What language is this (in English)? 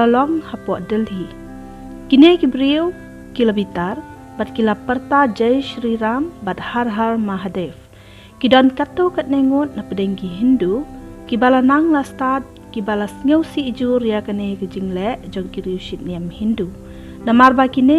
Khasi